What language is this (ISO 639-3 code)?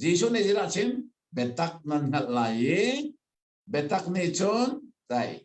cnh